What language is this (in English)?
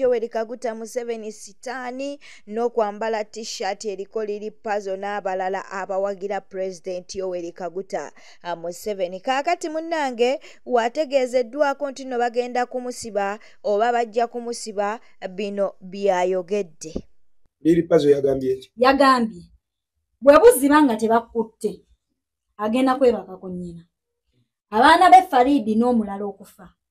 Ganda